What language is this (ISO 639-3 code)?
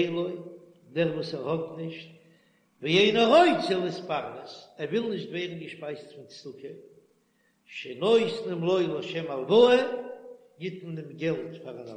yid